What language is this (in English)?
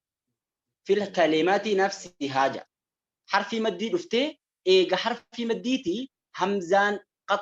Oromo